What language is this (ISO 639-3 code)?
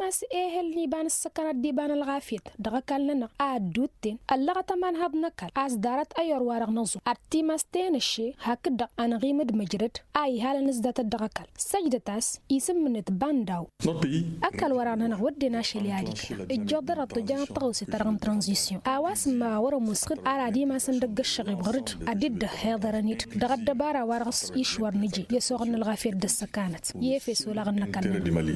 taq